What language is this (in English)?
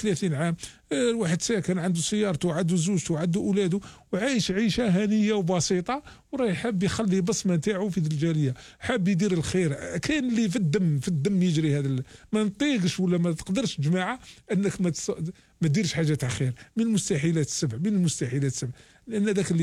Algerian Arabic